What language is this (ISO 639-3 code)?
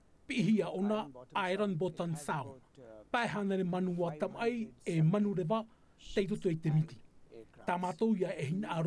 tah